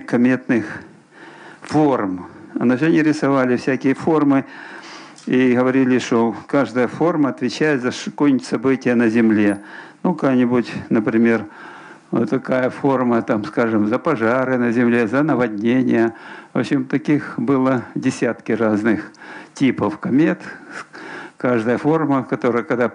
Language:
Russian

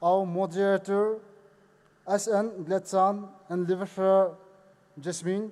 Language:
Poumei Naga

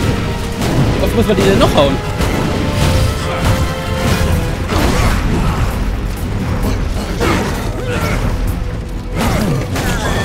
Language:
German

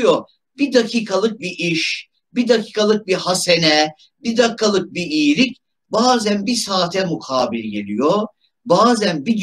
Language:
Turkish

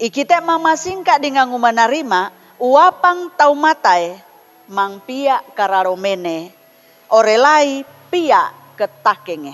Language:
Sangir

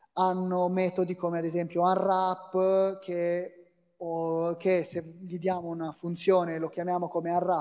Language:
Italian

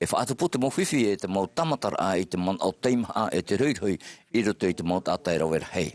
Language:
Tahitian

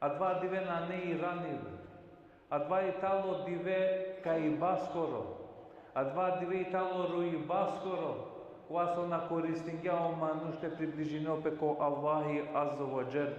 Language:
Balkan Romani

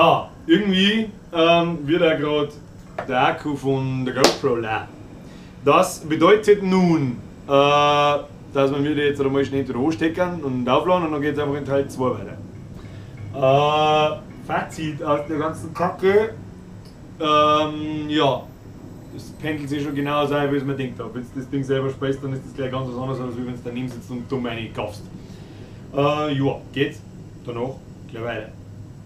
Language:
Bavarian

